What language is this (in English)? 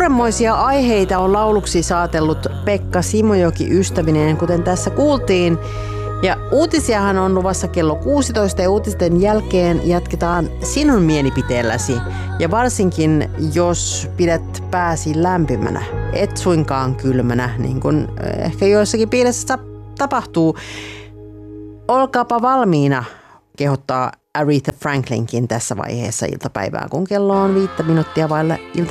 Finnish